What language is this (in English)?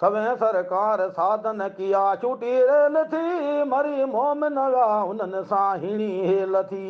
Sindhi